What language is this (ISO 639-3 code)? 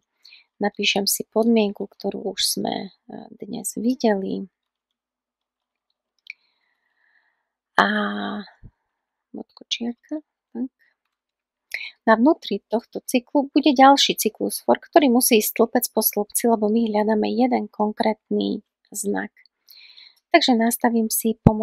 slk